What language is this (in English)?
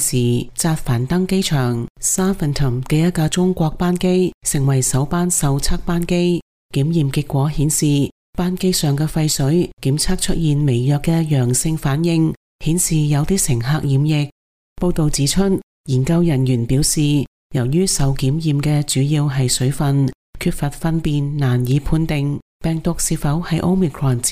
Cantonese